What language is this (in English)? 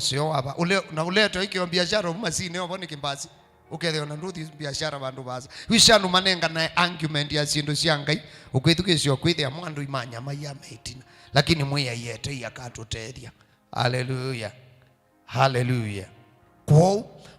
Kamba